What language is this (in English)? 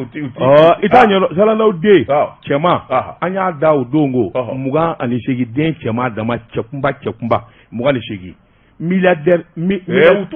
Bambara